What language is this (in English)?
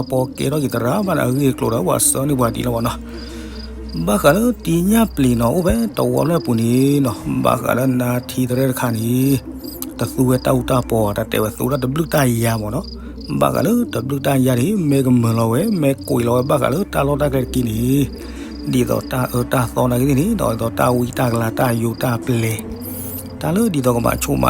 S'gaw Karen